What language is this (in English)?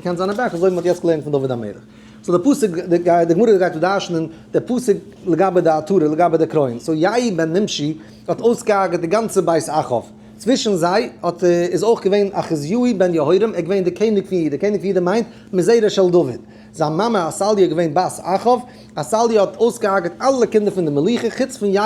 Yiddish